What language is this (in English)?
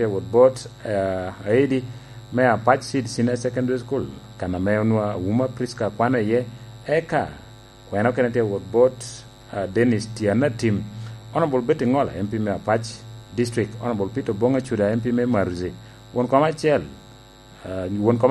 Lango (Uganda)